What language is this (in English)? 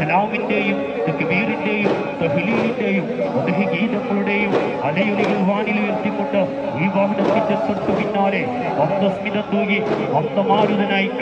Malayalam